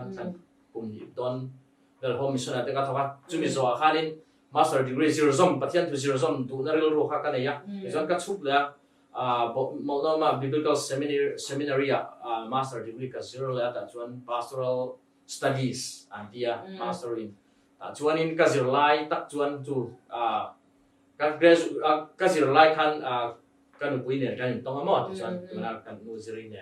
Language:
Mizo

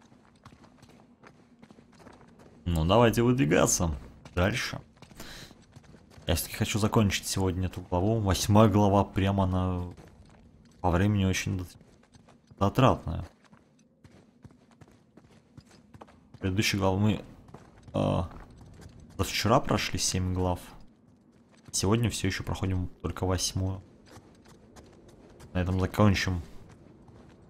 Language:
Russian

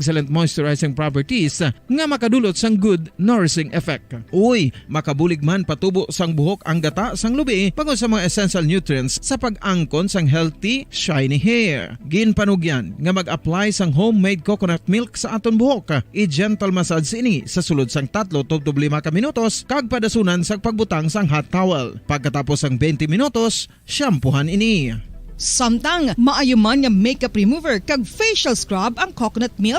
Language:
Hiligaynon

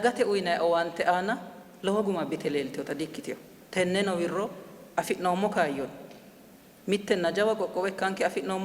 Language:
Sidamo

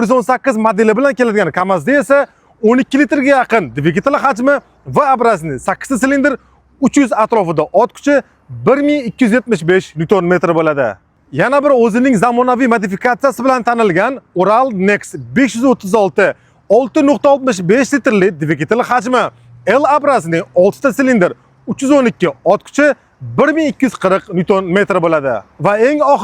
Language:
Uzbek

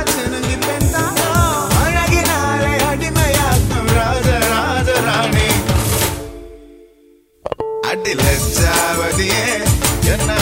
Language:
Tamil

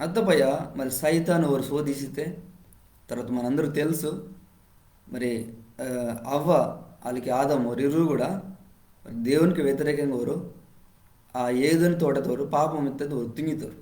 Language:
Koya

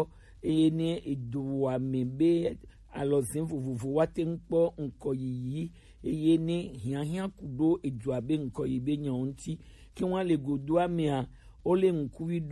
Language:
Gen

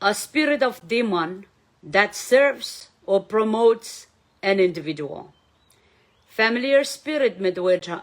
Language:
Pohnpeian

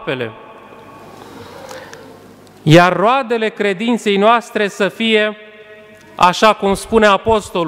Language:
Romanian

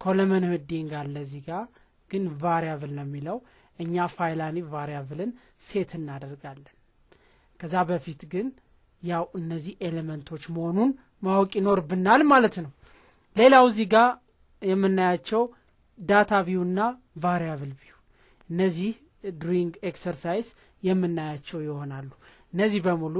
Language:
Amharic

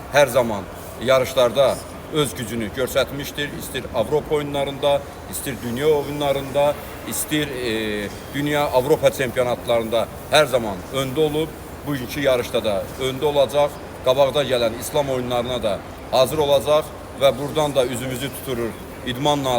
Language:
Azerbaijani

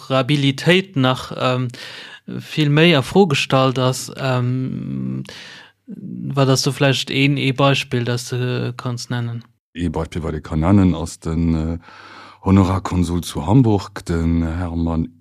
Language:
Luxembourgish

